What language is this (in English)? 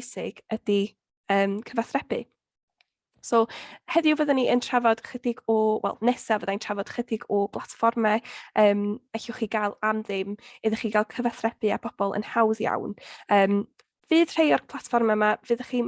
Welsh